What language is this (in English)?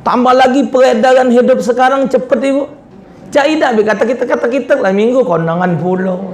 Musi